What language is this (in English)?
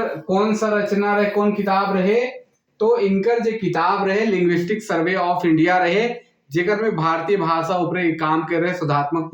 Sadri